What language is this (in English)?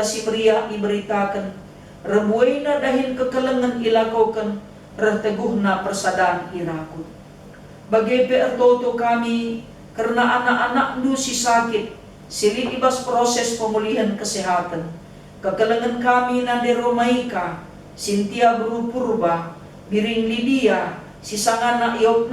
Batak Karo